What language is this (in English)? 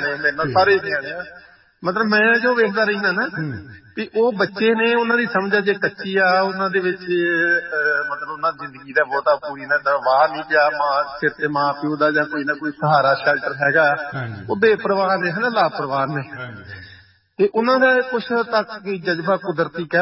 Punjabi